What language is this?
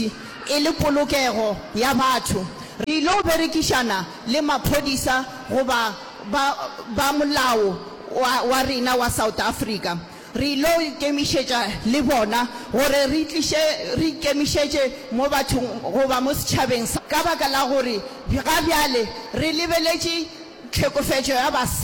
Northern Sotho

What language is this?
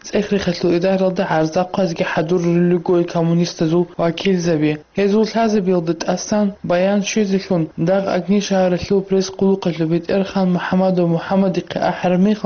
Avaric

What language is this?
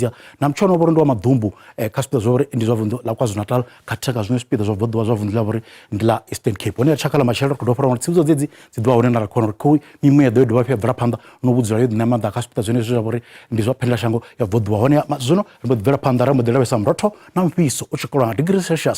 Venda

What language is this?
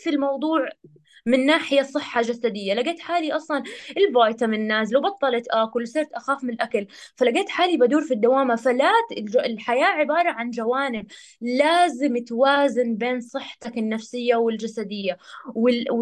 North Levantine Arabic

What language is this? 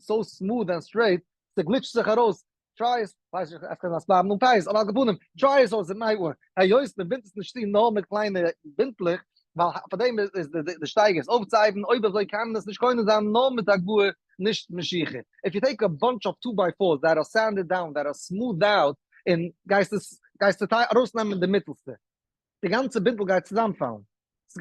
Yiddish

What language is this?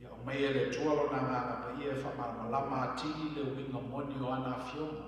Samoan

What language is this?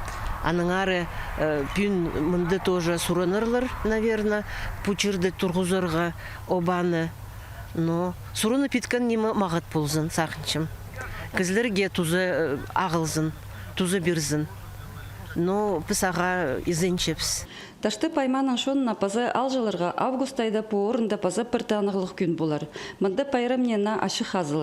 Khakas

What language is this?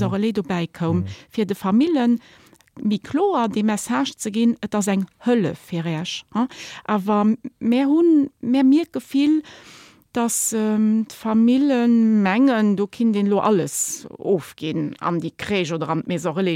Luxembourgish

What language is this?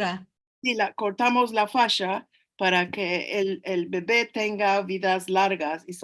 Ladino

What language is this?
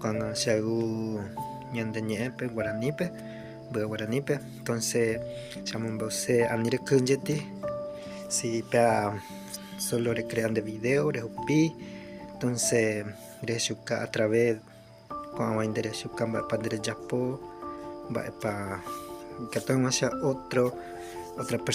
Guarani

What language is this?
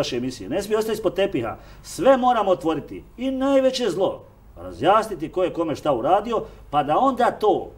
Serbian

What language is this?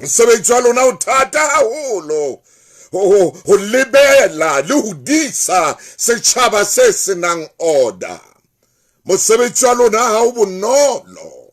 Southern Sotho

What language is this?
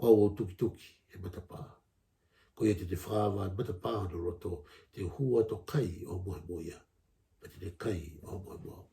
Tongan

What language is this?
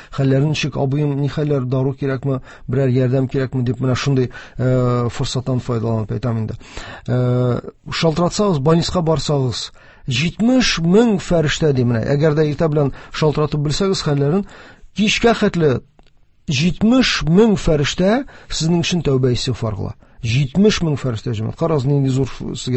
Tatar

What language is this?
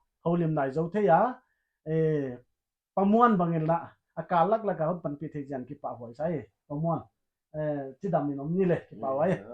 Paite Chin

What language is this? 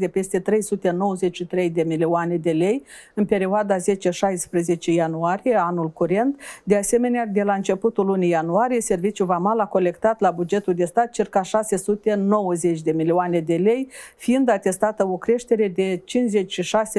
Romanian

